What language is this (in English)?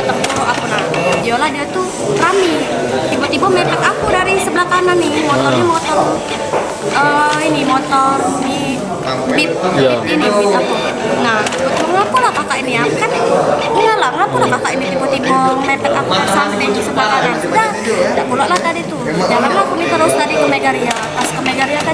Musi